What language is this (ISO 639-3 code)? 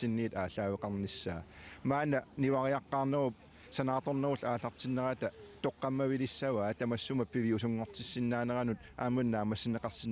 kal